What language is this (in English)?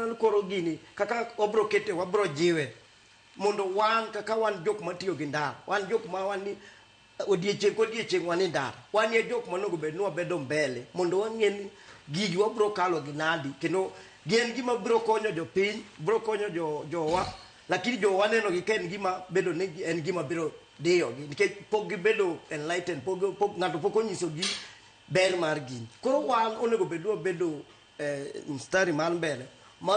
Luo (Kenya and Tanzania)